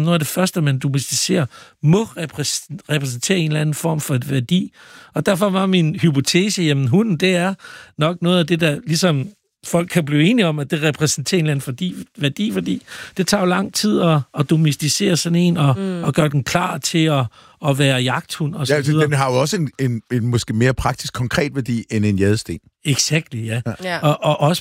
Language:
Danish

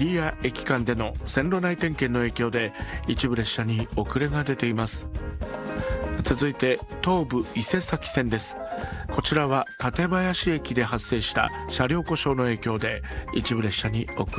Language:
Japanese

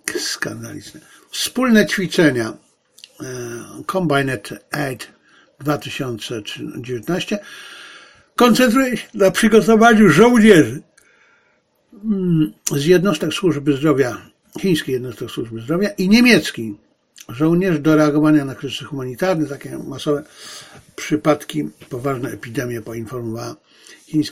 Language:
Polish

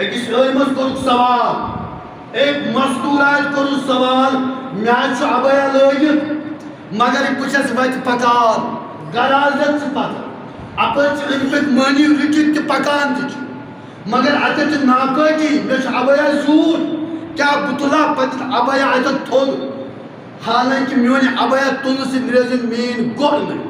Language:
Kashmiri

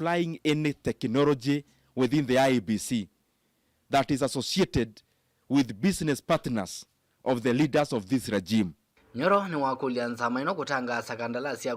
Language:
Kamba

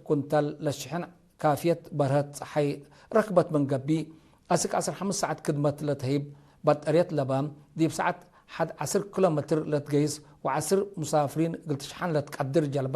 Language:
Tigre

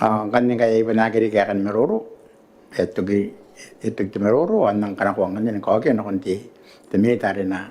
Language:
Gilbertese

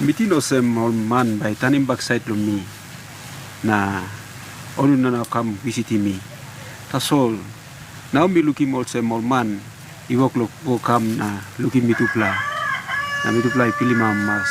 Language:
Tok Pisin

